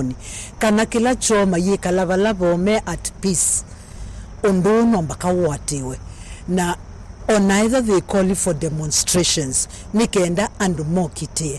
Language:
Kamba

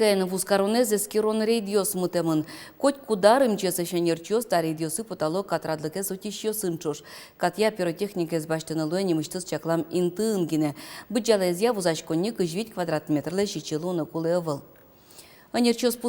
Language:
Udmurt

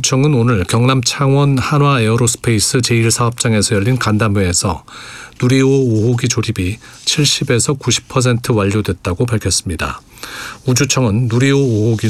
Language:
Korean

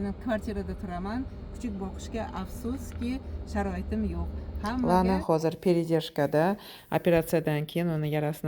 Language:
Uzbek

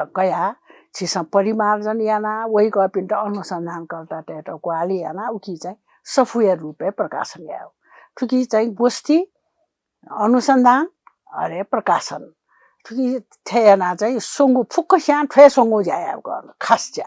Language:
Newari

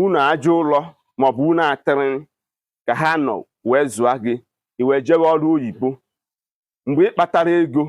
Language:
Igbo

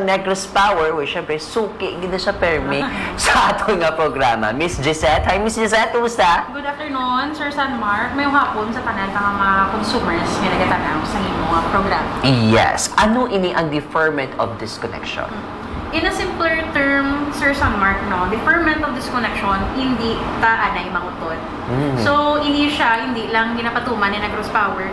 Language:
Hiligaynon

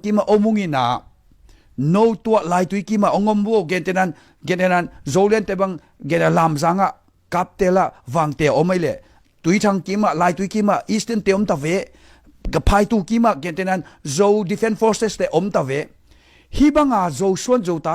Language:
Tedim Chin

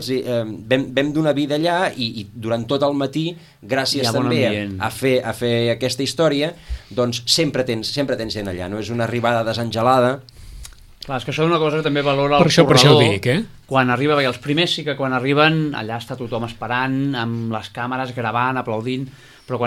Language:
Catalan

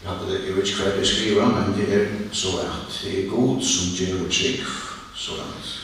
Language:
Faroese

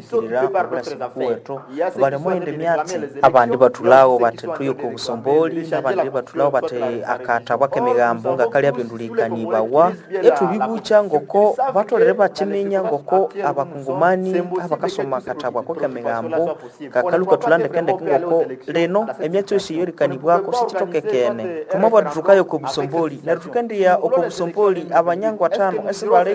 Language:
Nande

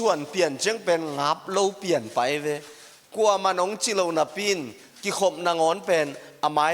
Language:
Tedim Chin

